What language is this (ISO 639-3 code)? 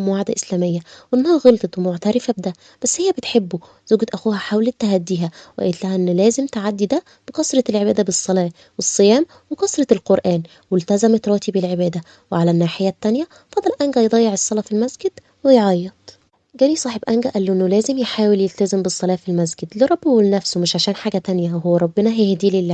arz